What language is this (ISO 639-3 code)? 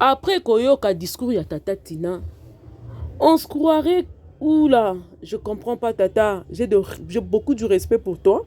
lin